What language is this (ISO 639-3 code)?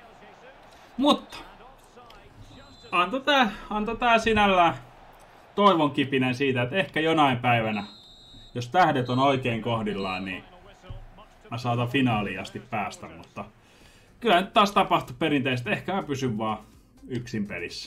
fin